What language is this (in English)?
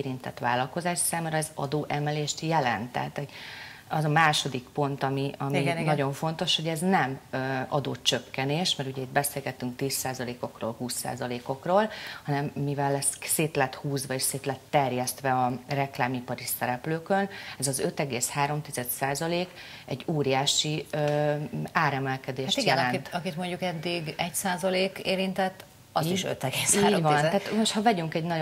Hungarian